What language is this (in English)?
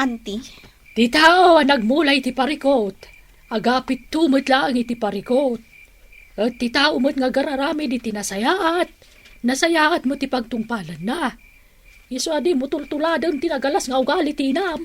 Iloko